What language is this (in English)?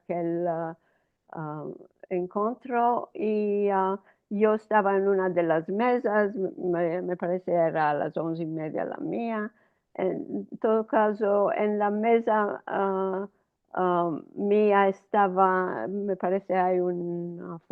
Ladino